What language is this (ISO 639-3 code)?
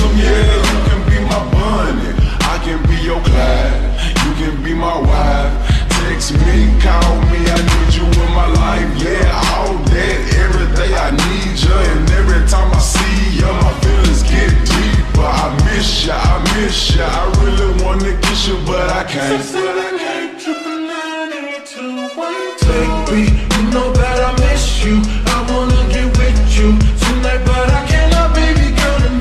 eng